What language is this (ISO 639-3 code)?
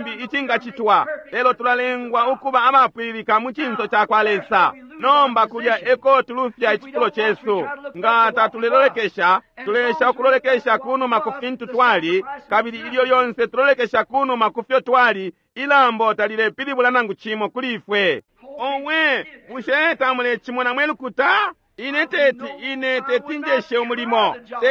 bem